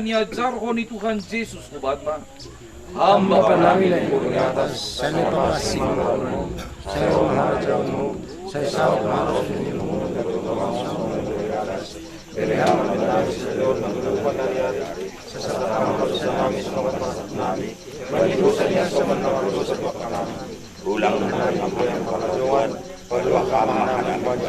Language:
Batak Simalungun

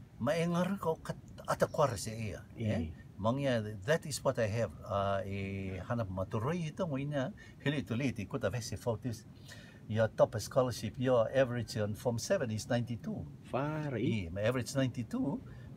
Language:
Rotuman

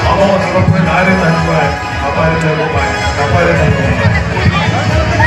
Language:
Santali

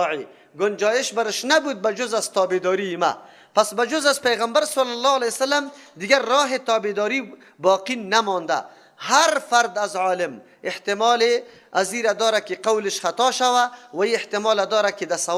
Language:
Persian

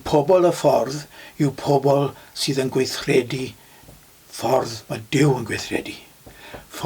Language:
Welsh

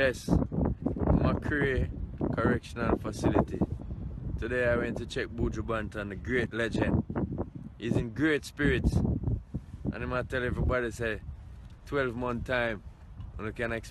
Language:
Jamaican Creole English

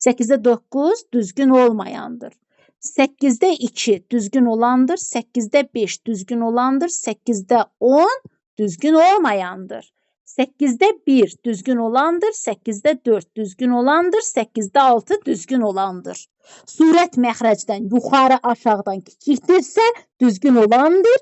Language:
Azerbaijani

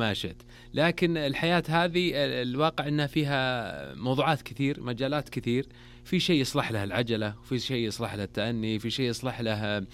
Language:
Najdi Arabic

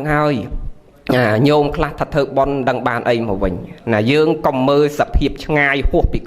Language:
Khmer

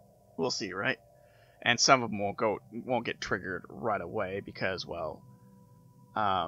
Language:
English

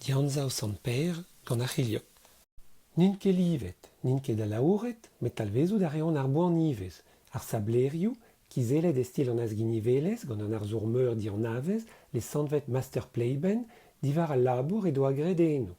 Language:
Breton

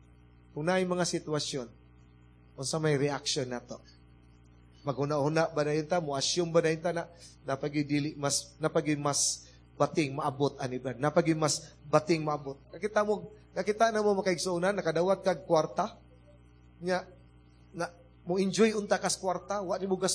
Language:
Cebuano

